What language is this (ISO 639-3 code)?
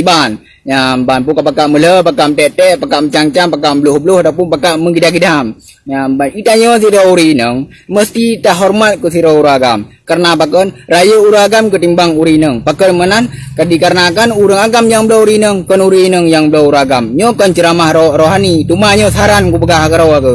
ace